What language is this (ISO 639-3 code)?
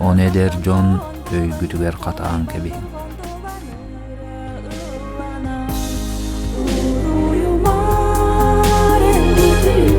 sah